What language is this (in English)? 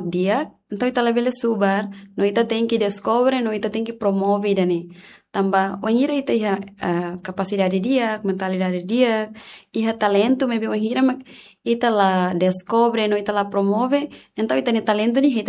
Tetum